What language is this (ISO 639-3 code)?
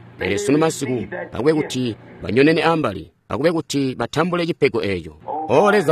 toi